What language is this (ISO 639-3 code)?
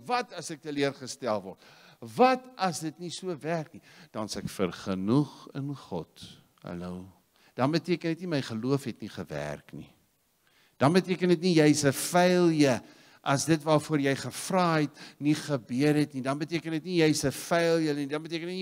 afr